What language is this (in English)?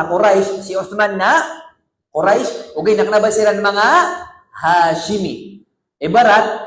Maranao